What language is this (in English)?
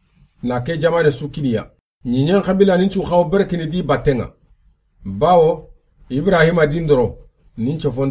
Soninke